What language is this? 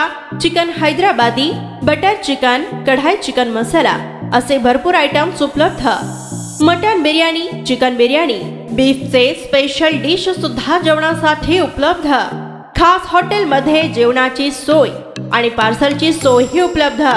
Marathi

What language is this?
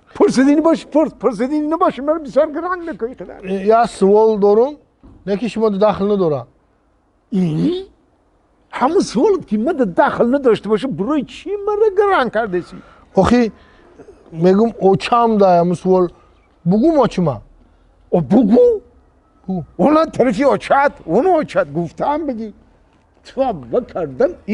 Tajik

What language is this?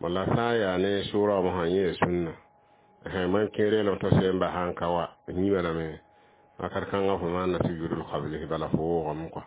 Mossi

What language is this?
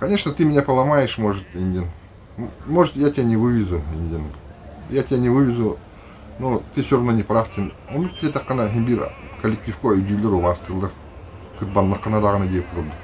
Yakut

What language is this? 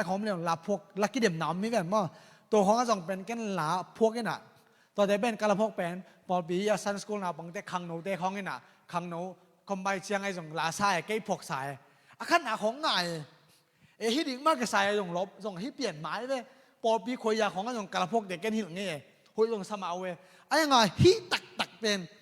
Tedim Chin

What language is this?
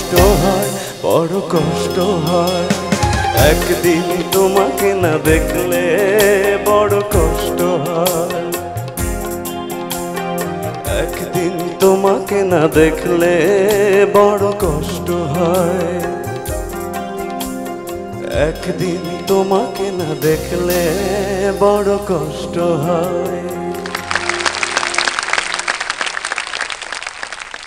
Bangla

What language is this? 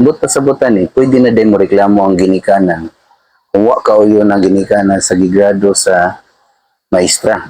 Cebuano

